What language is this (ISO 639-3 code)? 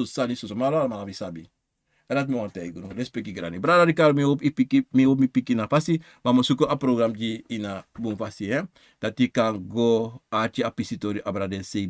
srn